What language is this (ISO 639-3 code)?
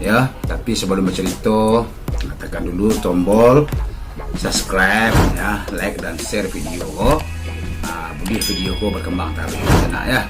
min